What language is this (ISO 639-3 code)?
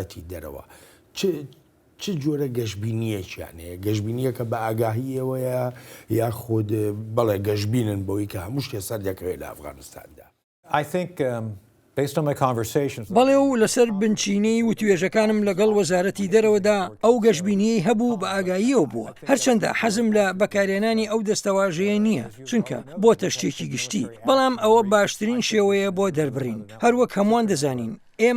ckb